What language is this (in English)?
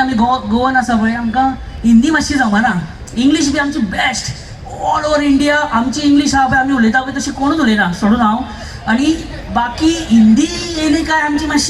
Konkani